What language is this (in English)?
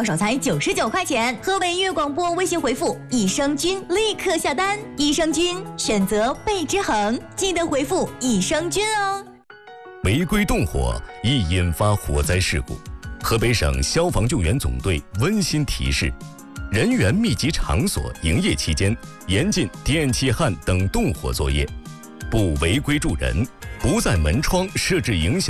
Chinese